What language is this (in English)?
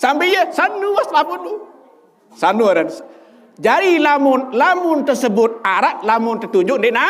Sasak